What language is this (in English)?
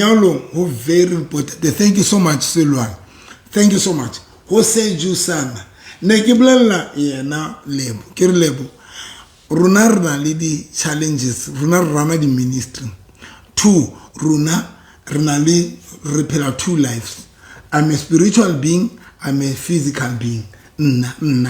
Southern Sotho